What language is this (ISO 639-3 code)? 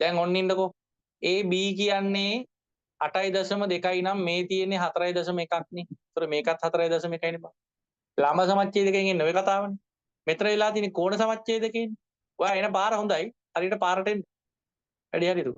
sin